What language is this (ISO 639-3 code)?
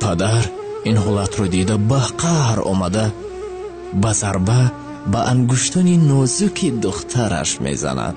tgk